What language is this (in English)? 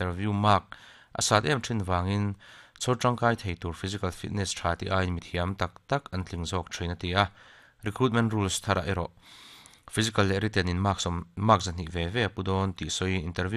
Mizo